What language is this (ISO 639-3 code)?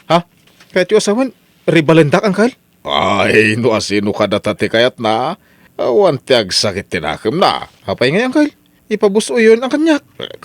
ilo